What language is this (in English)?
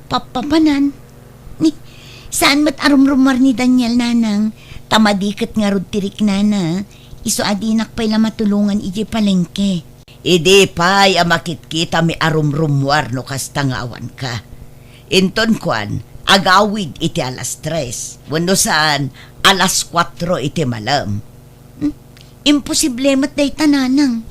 Iloko